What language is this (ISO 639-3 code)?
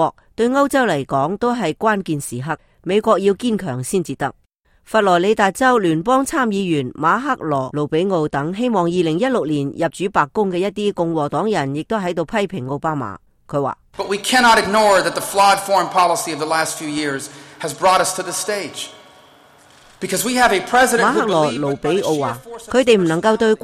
yue